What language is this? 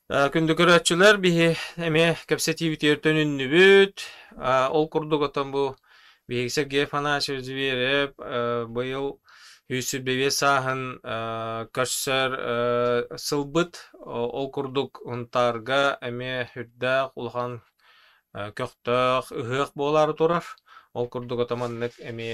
Yakut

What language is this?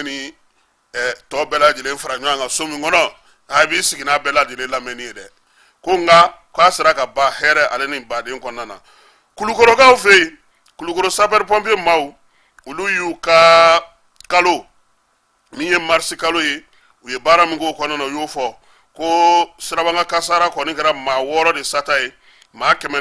Bambara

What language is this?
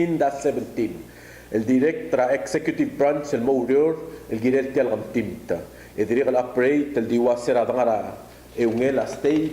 Palauan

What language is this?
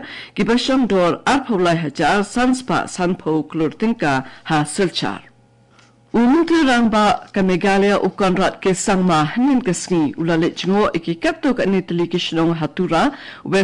Khasi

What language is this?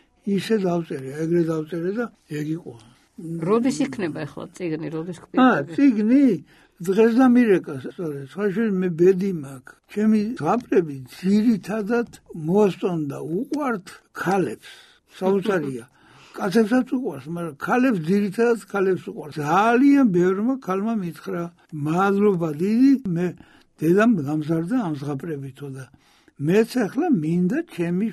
Georgian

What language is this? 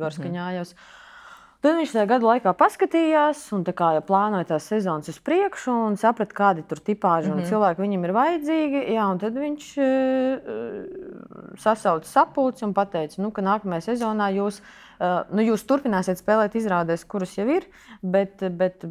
Latvian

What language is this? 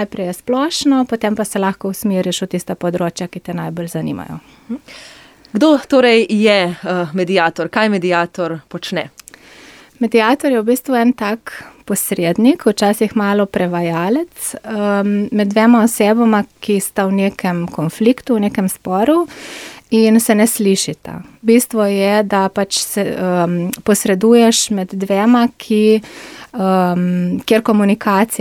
Slovenian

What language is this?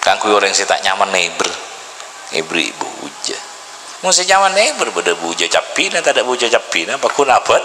Madurese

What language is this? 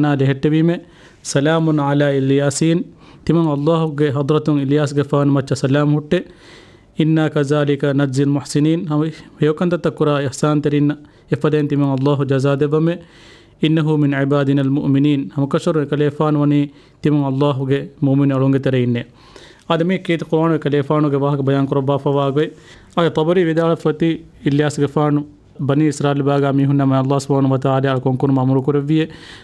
Divehi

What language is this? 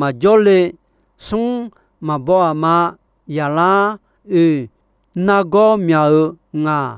Akha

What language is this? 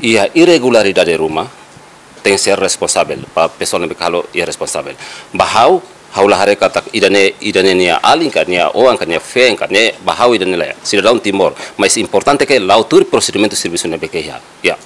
Tetum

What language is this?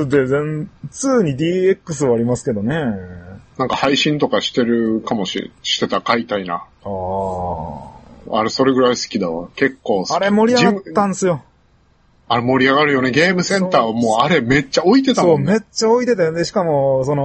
Japanese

